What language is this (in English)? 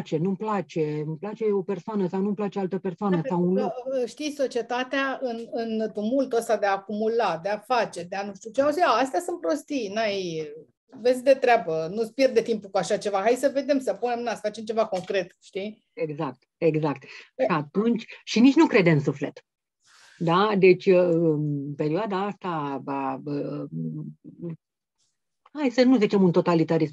Romanian